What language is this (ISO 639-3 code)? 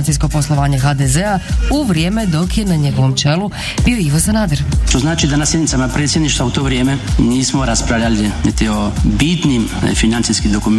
hrv